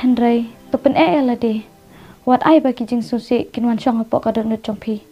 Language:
Khasi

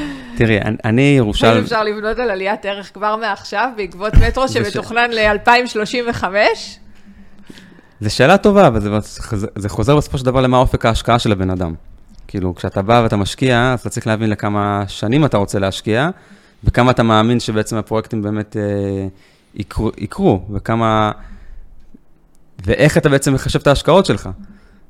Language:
Hebrew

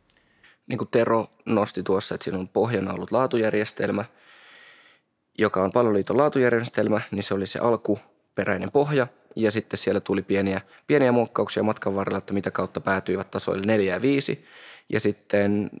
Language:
Finnish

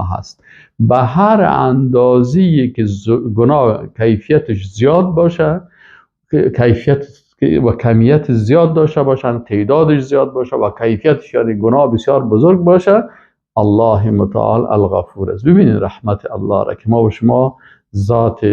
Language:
Persian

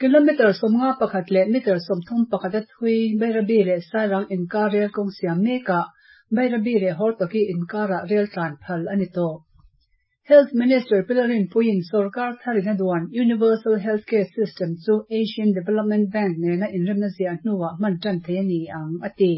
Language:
Mizo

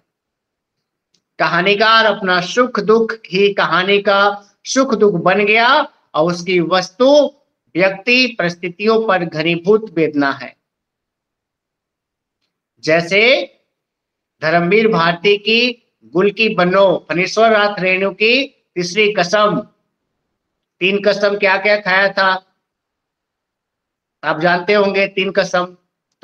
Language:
Hindi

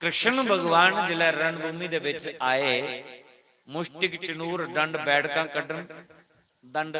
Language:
Dogri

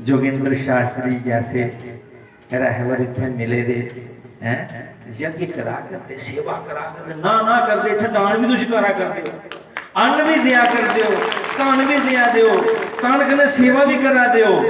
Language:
Dogri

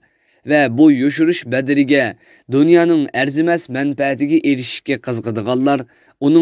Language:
Uyghur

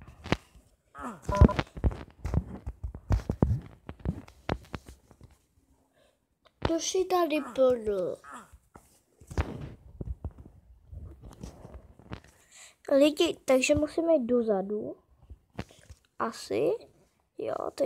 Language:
Czech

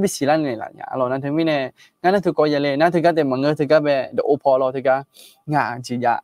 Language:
Akha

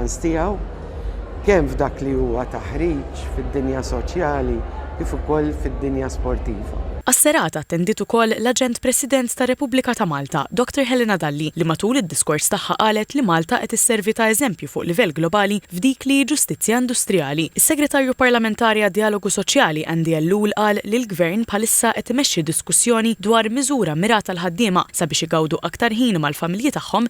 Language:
Maltese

